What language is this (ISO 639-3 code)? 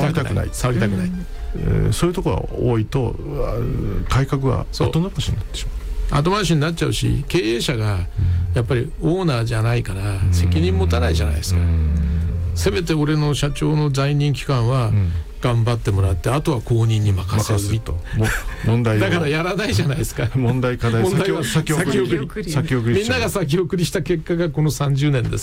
jpn